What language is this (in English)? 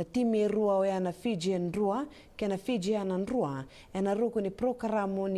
Fijian